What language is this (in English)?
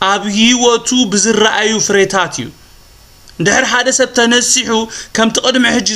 Tigrinya